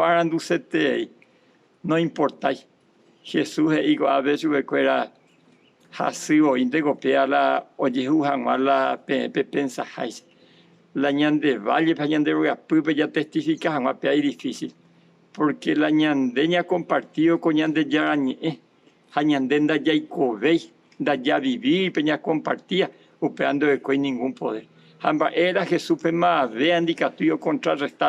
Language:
Guarani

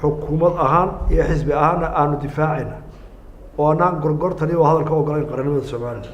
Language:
Somali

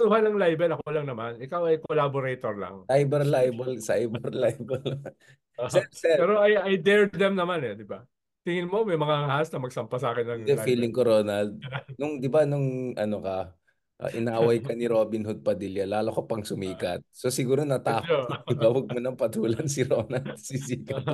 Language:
Filipino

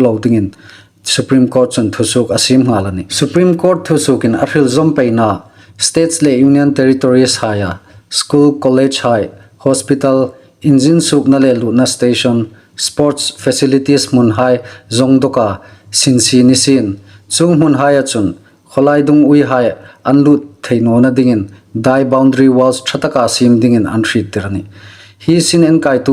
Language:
Hmar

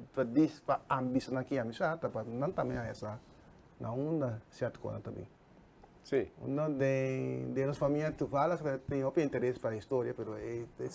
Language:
Papiamento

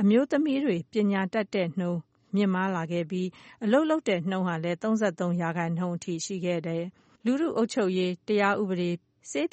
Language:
Burmese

